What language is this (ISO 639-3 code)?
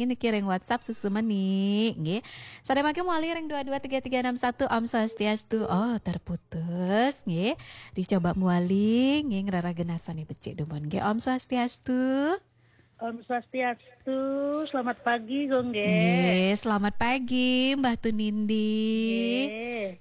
ban